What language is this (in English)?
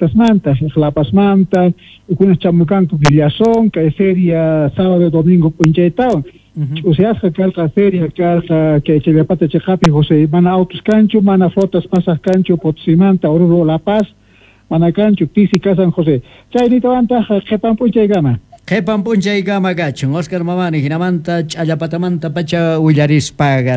South Bolivian Quechua